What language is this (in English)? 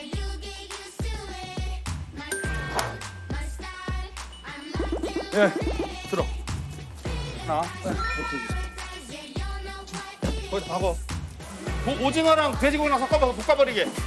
Korean